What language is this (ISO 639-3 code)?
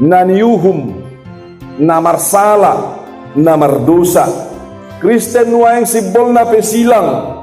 bbc